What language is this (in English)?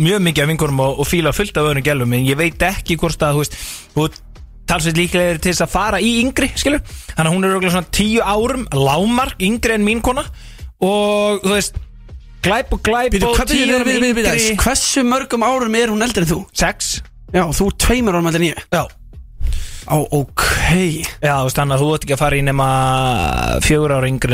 Icelandic